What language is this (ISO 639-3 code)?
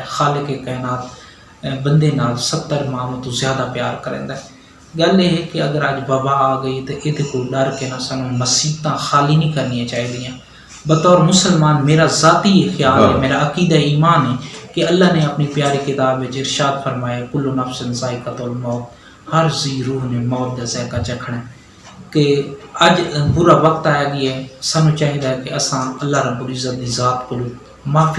skr